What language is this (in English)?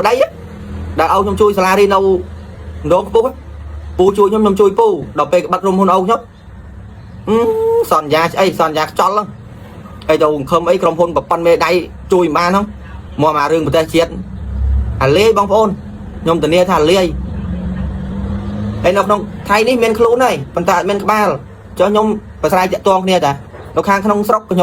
Khmer